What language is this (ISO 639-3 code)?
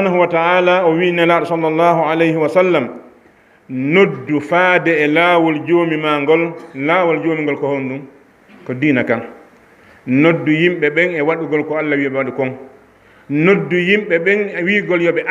ful